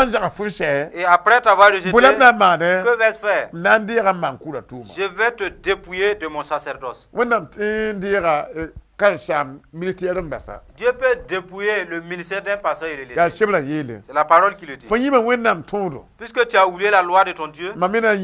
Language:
Mossi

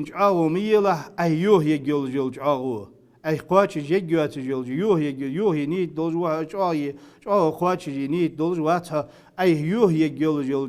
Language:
Ingush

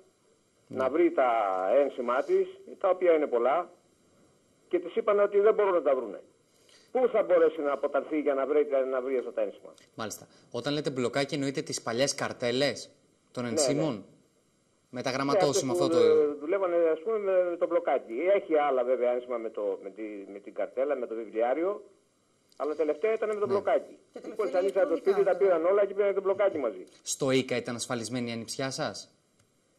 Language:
Greek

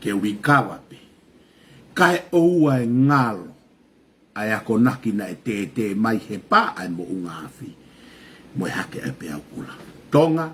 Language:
Tongan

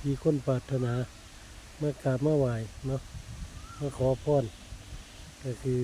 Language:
Lao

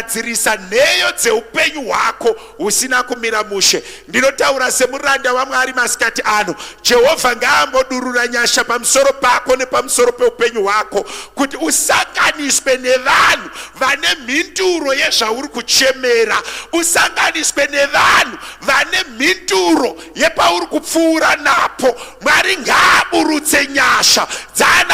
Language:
Shona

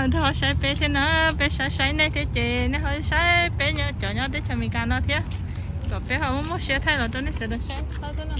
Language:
Hmong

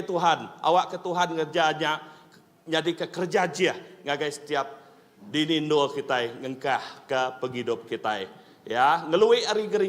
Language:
Iban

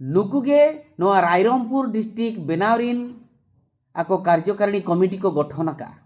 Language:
Santali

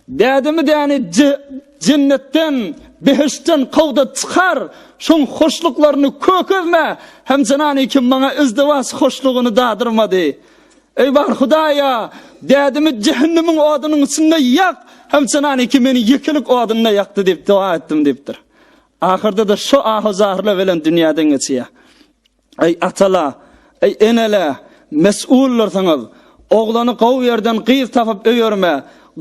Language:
Turkmen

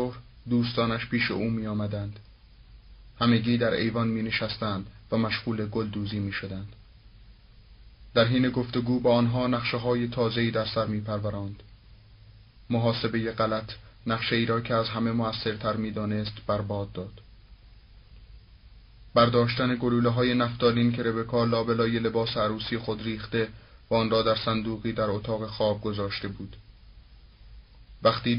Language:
Persian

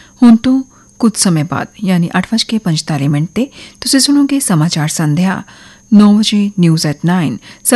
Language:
Punjabi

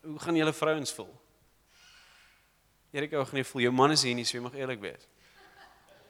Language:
Afrikaans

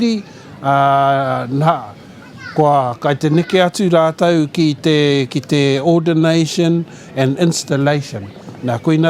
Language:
Māori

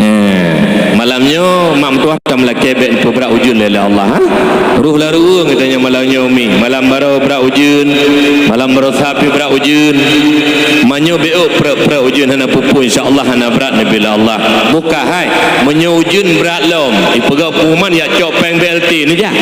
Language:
Achinese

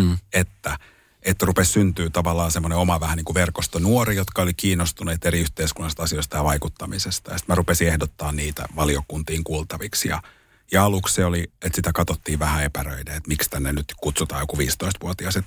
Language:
Finnish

